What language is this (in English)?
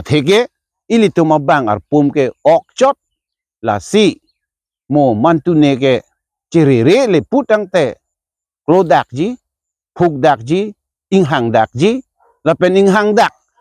Karbi